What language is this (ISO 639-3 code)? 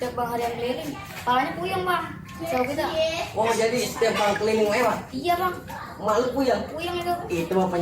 bew